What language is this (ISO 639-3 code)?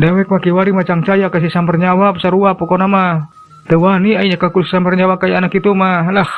sun